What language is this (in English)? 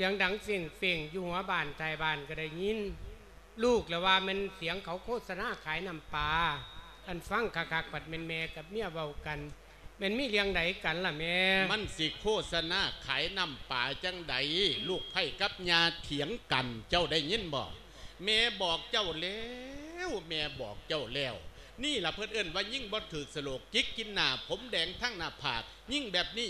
Lao